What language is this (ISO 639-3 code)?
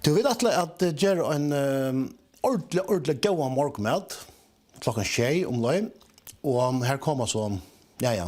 fao